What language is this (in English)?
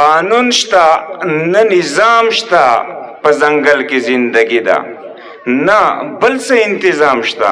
Pashto